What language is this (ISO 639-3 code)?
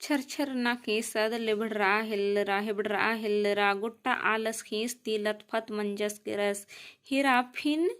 kru